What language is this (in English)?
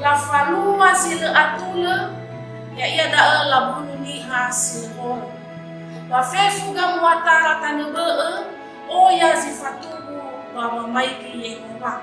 Nias